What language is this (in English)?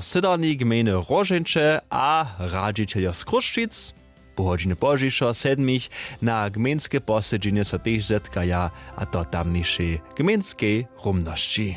Upper Sorbian